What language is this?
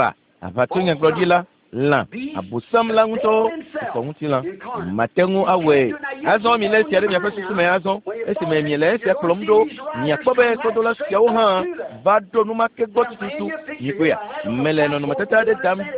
Ewe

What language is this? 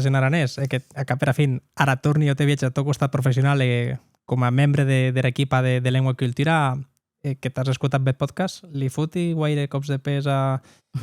Occitan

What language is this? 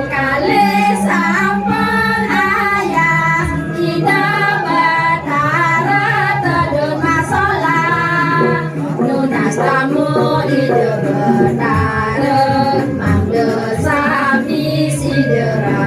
Balinese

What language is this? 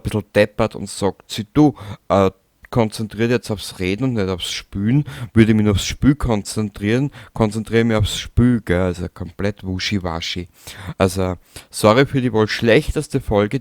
Bavarian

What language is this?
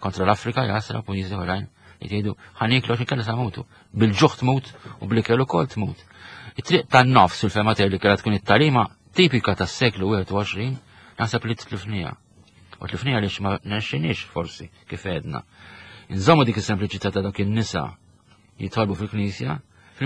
Maltese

